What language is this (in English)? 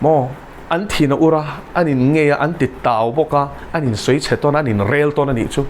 Mizo